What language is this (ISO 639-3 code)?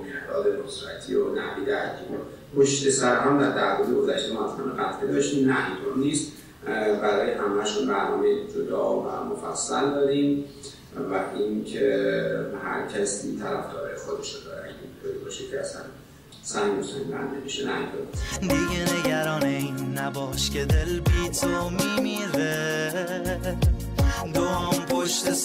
fas